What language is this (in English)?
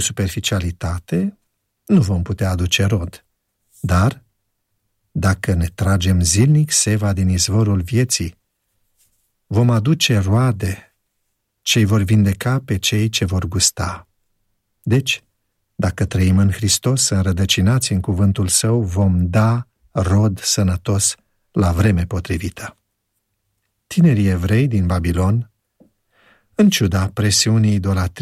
Romanian